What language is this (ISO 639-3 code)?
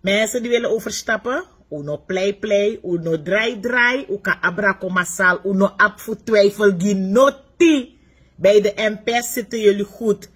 srn